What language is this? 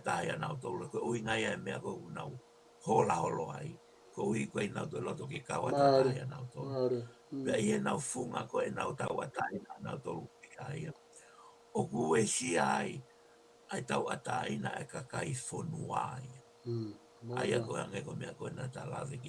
Tongan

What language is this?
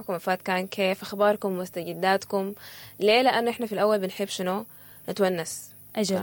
Sudanese Arabic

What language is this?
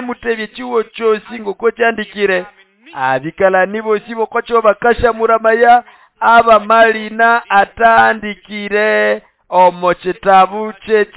Nande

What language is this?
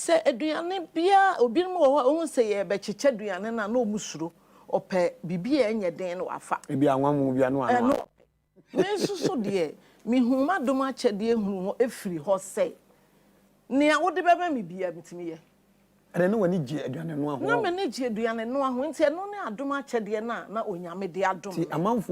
Akan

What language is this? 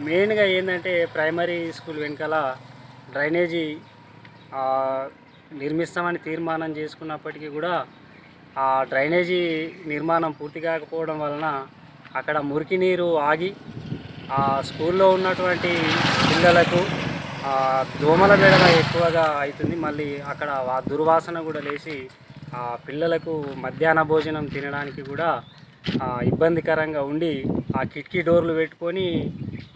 Telugu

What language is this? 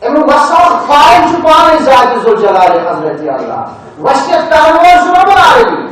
Kashmiri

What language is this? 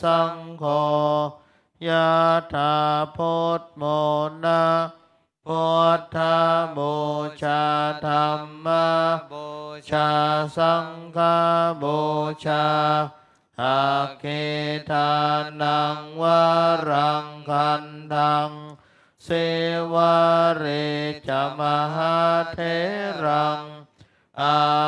Pali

